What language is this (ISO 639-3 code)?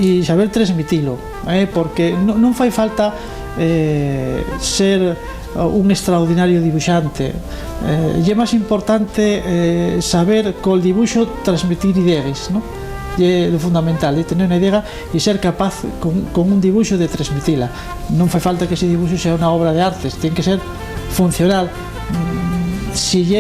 ast